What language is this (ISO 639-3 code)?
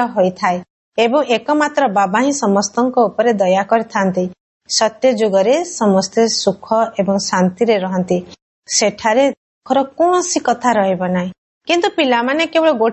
ori